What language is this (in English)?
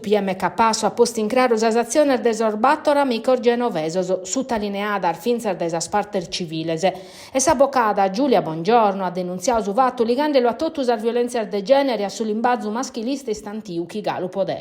Sardinian